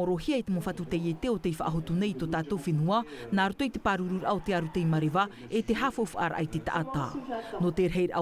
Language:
Tahitian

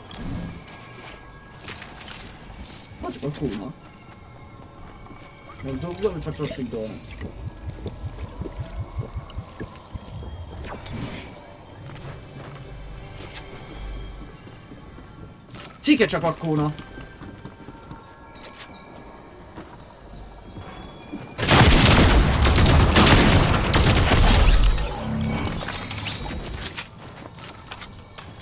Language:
Italian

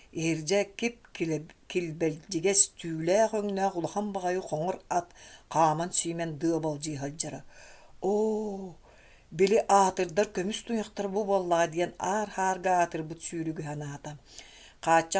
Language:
Yakut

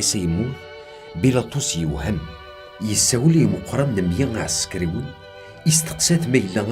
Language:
Kabyle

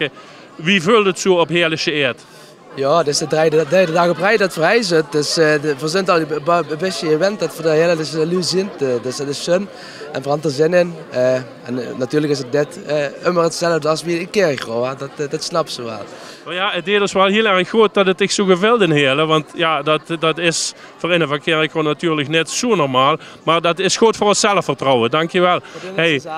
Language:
Limburgish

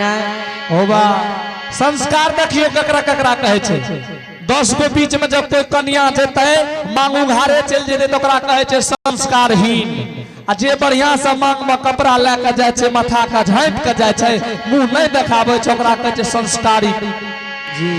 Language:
Angika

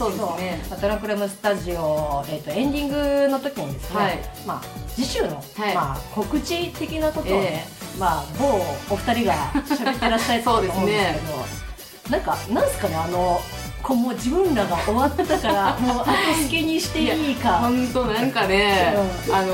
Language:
Japanese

